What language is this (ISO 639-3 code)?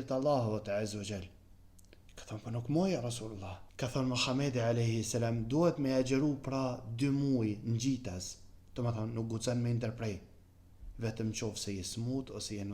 sqi